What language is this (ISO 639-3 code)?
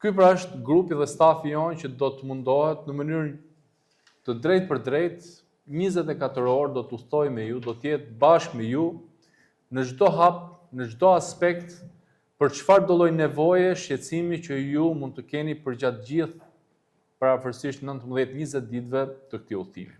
sqi